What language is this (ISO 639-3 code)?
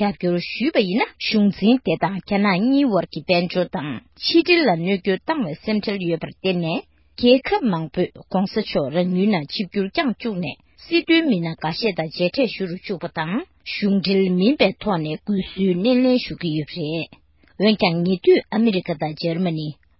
bod